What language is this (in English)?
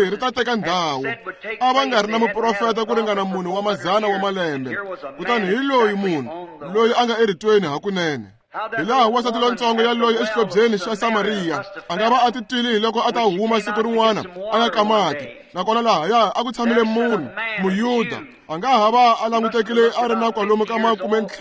Tsonga